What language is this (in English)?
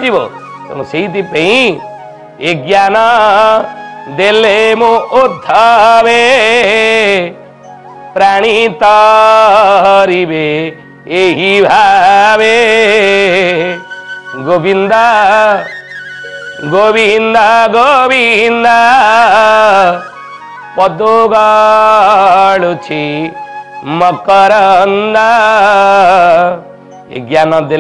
Odia